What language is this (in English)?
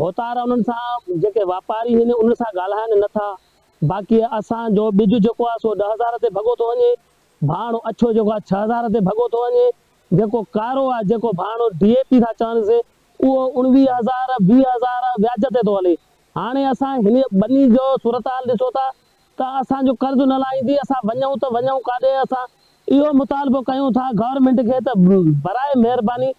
Sindhi